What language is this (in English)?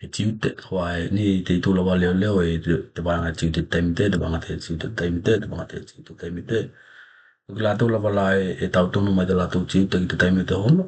Tokelau